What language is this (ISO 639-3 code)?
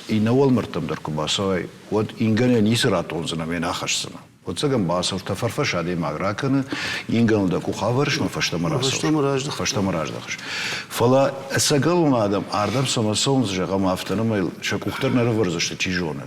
oss